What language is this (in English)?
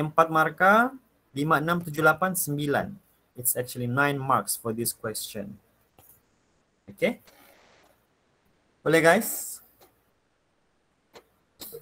Malay